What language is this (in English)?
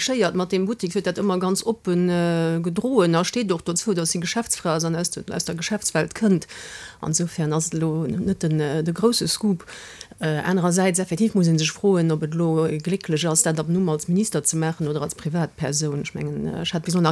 Luxembourgish